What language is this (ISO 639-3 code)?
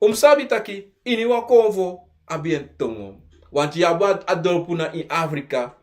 srn